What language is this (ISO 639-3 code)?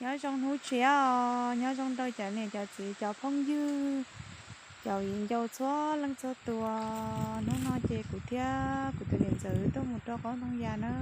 hmn